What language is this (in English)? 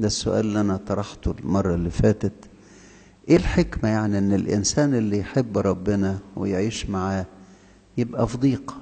Egyptian Arabic